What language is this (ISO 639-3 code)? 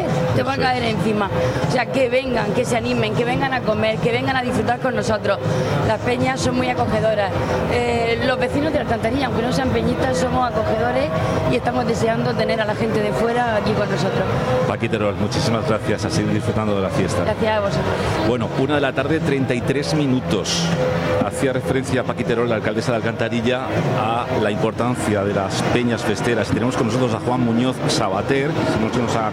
spa